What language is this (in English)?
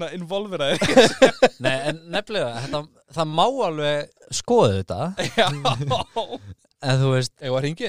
Icelandic